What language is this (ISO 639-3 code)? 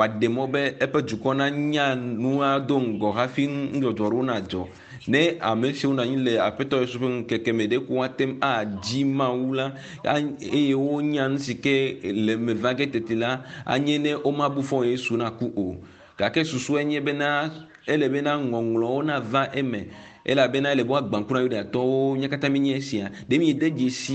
ewe